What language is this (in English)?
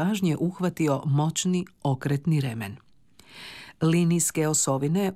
Croatian